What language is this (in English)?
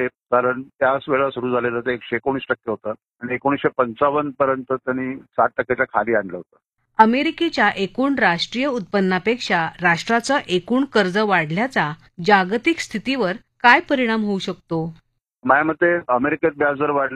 Marathi